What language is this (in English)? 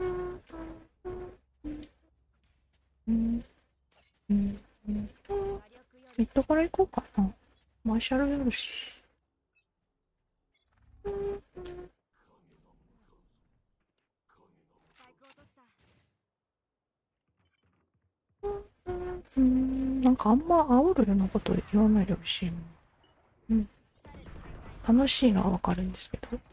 Japanese